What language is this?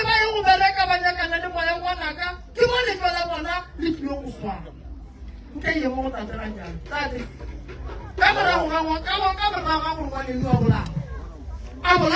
Northern Sotho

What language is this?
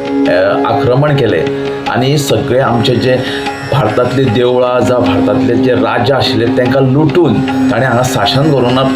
Konkani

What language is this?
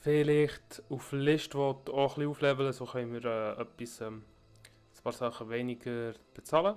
Swiss German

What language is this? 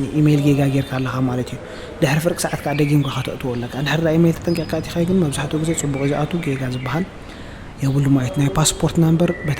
Tigrinya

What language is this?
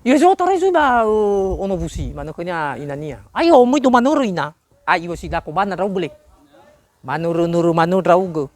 Nias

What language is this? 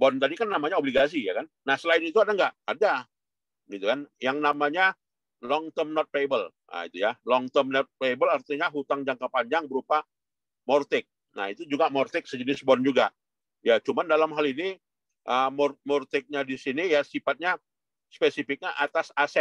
Indonesian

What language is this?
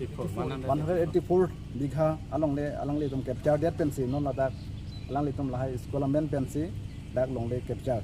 Karbi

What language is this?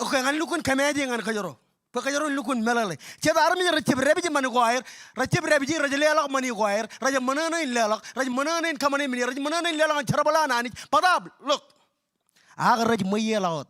Marshallese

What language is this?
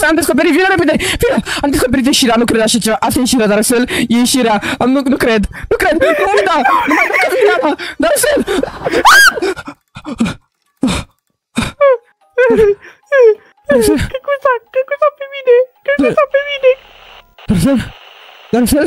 Romanian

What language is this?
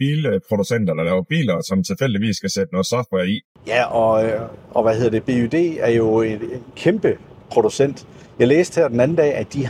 Danish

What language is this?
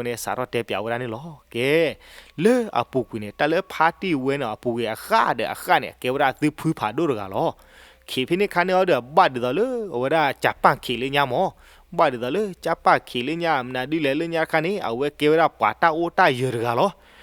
S'gaw Karen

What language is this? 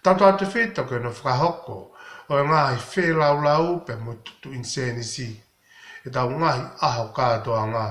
Tongan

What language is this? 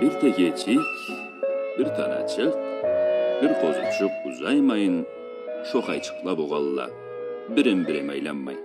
Karachay-Balkar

